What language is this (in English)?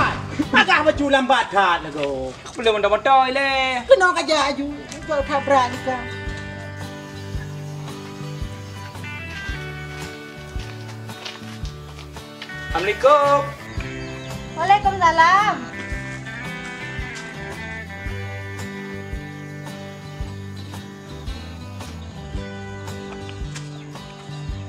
Malay